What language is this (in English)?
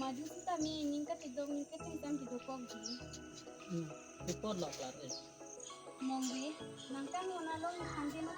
Karbi